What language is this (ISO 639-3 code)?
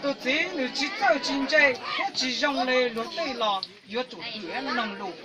hmn